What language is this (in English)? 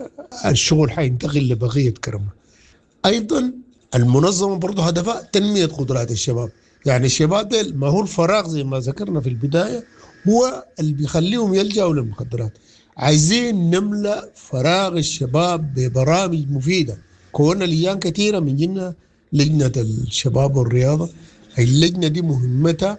Sudanese Arabic